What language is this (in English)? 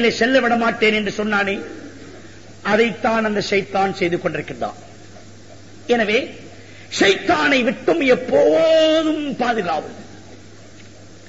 Tamil